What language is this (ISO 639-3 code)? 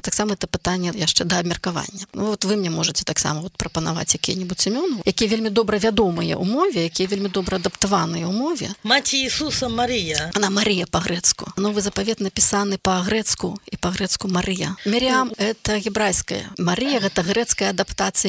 bel